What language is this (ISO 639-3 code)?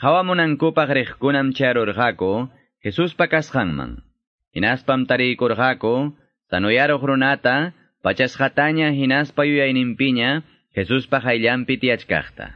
que